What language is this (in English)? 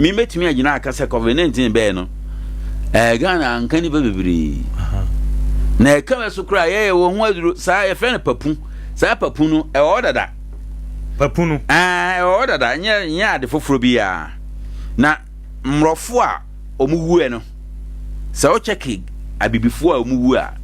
Akan